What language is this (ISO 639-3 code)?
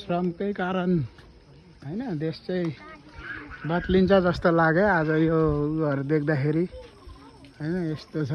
nep